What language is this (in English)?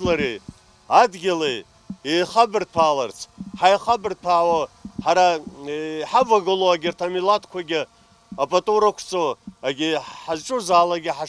Abkhazian